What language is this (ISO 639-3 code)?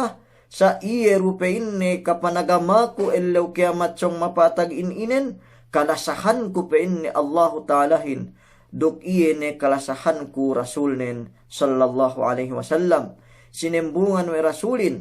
yka